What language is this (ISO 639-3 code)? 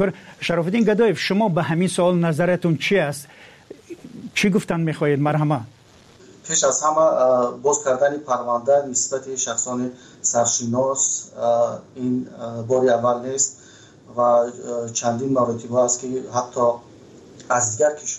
tgk